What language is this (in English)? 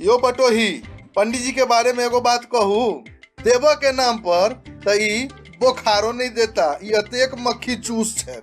Maithili